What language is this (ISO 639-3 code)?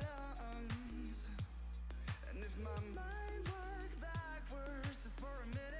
eng